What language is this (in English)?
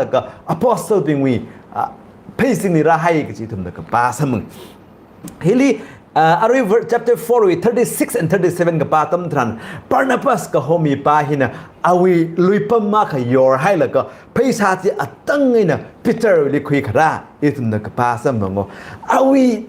Tangkhul Naga (India)